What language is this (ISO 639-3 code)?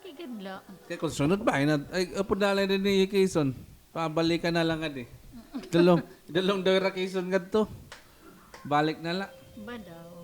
war